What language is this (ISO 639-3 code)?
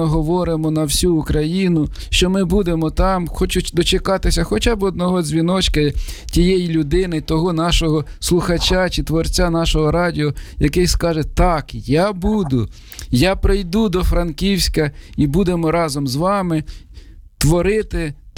ukr